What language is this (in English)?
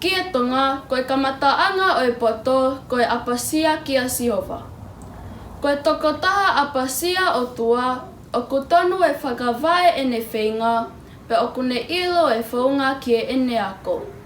Tongan